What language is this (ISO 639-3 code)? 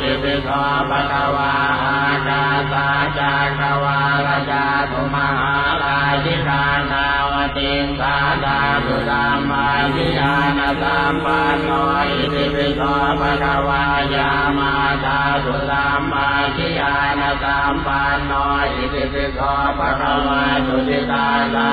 pli